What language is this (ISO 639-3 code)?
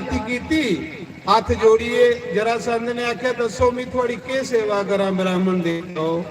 doi